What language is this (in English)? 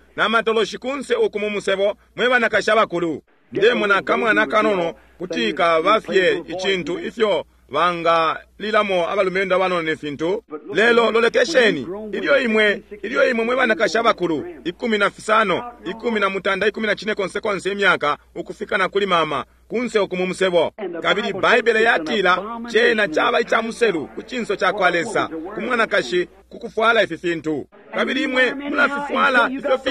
Bemba